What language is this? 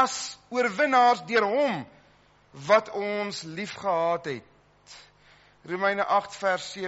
Afrikaans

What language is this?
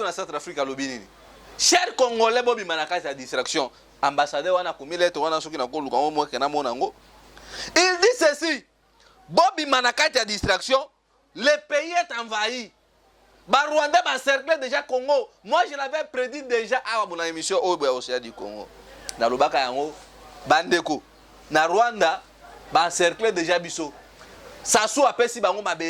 Lingala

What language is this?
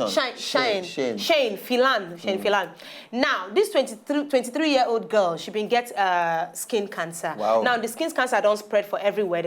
Nigerian Pidgin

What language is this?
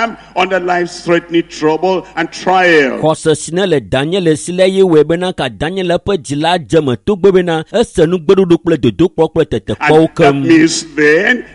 Ewe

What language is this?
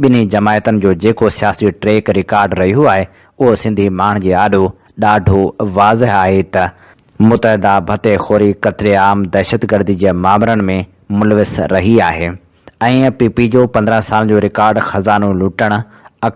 Sindhi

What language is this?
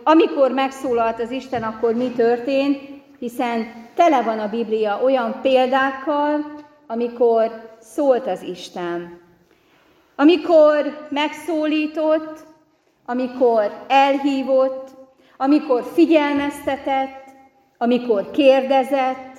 Hungarian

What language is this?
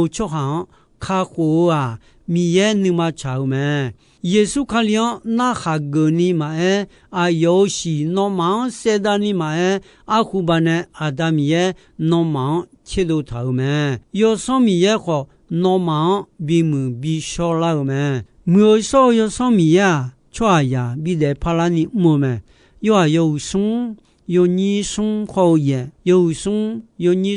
Akha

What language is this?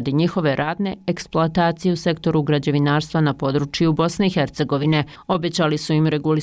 Bosnian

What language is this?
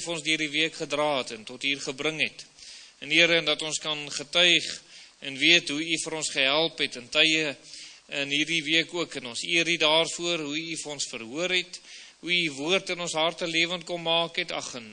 Afrikaans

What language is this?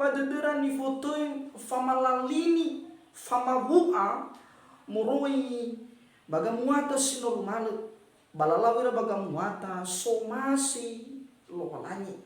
Nias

